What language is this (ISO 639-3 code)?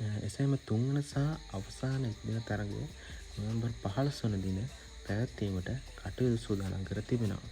sin